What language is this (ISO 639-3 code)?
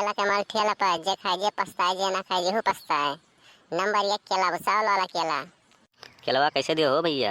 awa